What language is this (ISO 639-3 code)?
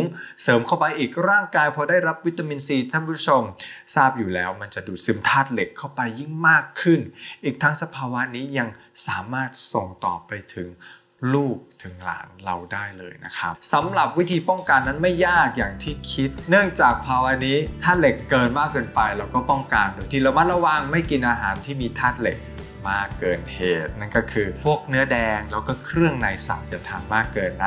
tha